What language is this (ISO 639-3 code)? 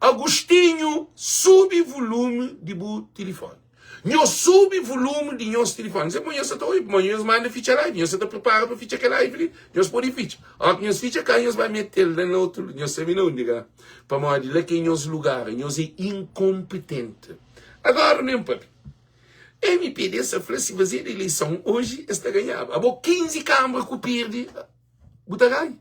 kea